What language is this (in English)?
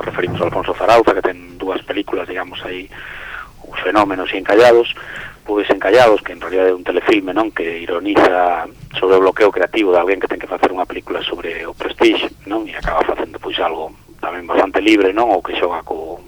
Galician